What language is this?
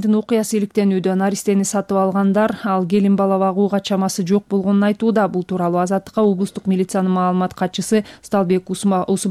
Kyrgyz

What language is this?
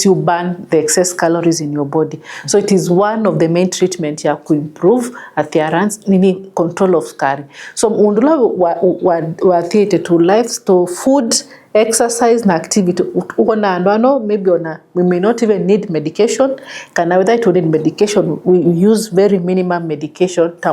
Kamba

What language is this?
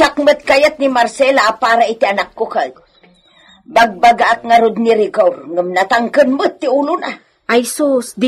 Iloko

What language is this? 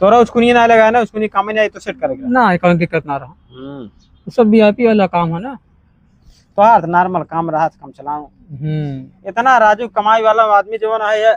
Awadhi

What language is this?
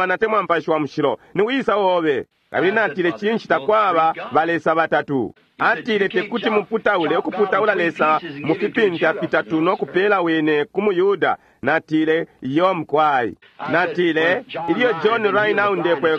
Bemba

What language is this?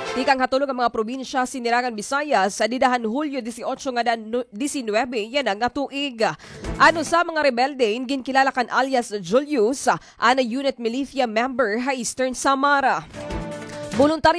Waray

